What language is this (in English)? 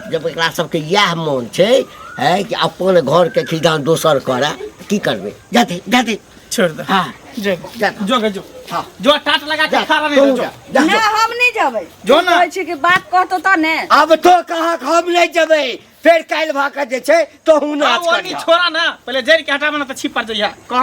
Maithili